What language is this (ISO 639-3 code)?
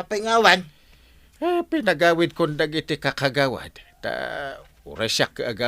ilo